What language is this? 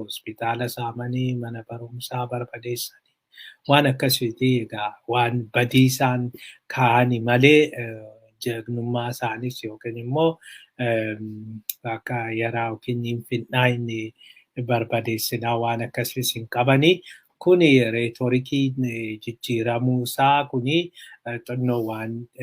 Oromo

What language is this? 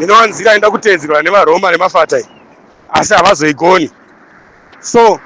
Shona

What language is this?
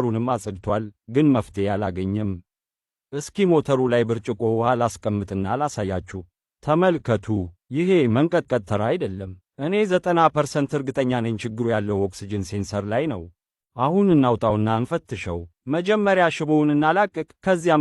Amharic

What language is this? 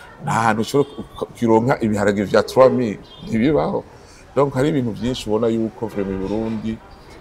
Rundi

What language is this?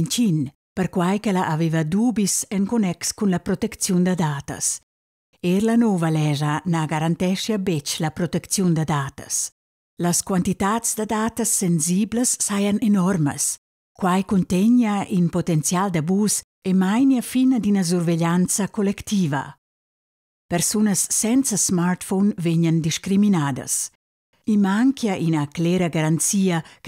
Romansh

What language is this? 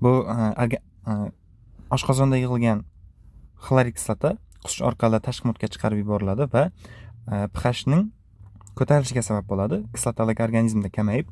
Uzbek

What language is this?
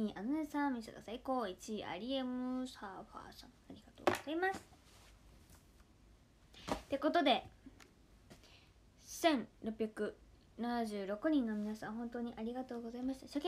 Japanese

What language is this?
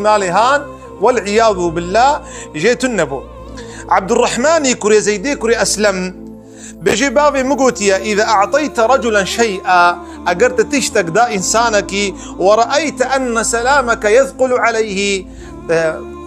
Kurdish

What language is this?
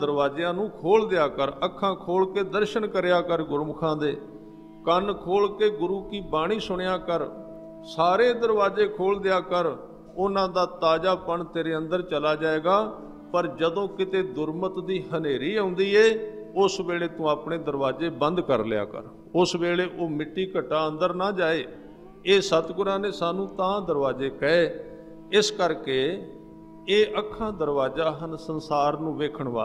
Punjabi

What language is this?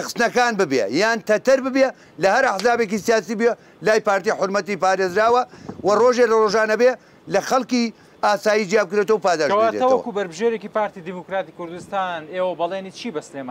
Central Kurdish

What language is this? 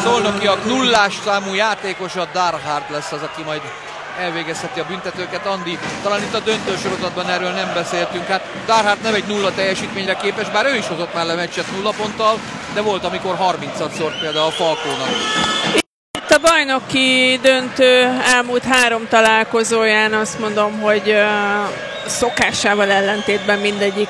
Hungarian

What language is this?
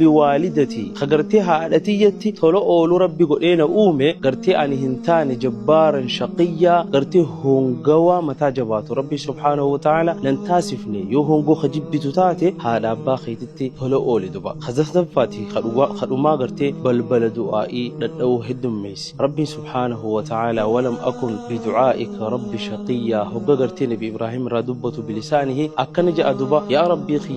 Oromo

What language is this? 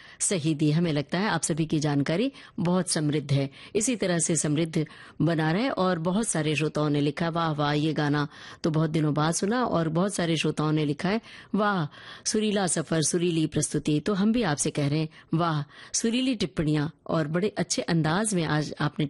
Hindi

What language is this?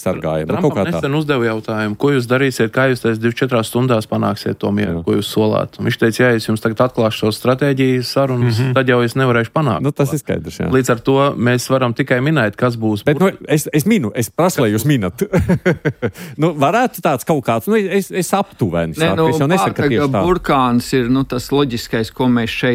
Latvian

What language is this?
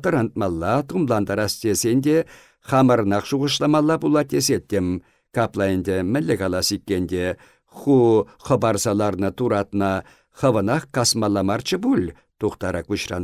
Chuvash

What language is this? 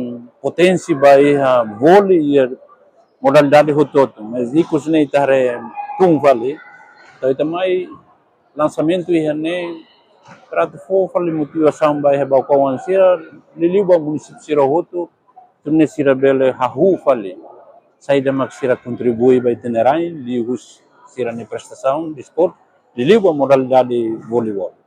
Tetum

